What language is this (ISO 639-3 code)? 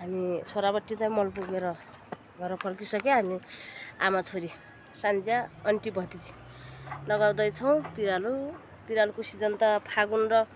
nep